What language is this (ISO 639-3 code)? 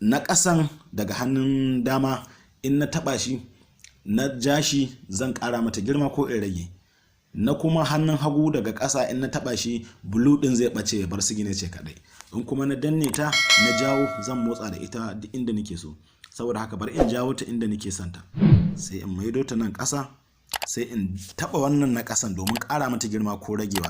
hau